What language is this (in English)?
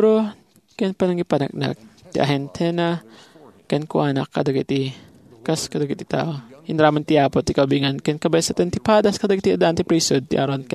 Iloko